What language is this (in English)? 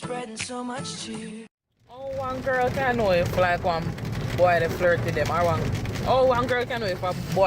Jamaican Creole English